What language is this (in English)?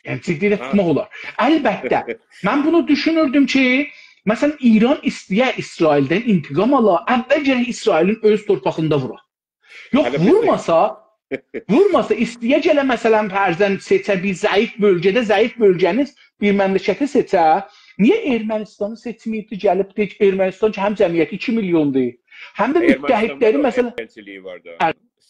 South Azerbaijani